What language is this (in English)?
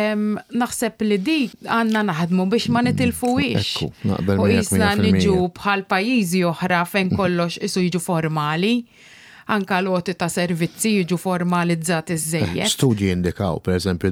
Maltese